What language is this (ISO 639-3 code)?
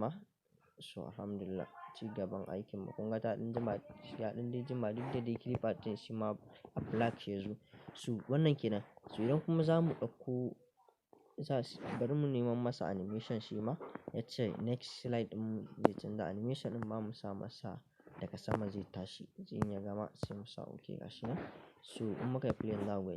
hau